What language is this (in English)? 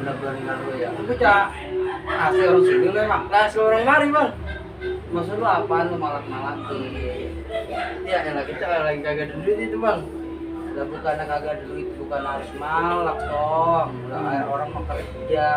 Betawi